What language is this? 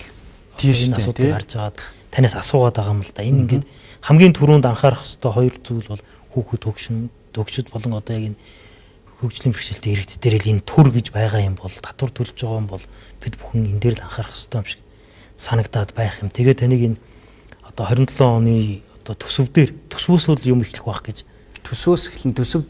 Mongolian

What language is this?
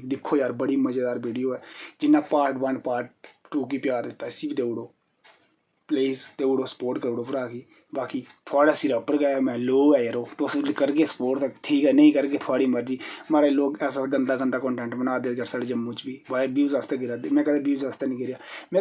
Dogri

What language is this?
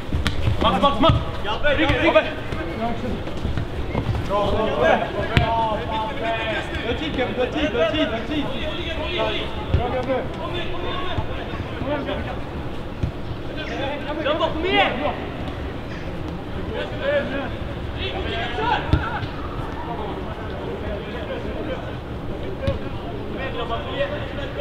Swedish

